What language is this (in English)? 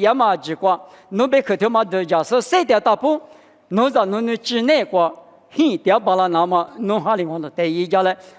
Lisu